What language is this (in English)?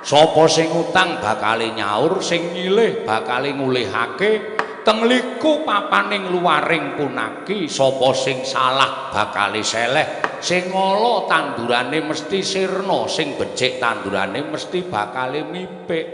Javanese